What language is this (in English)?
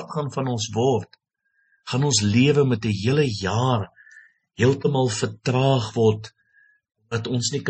Afrikaans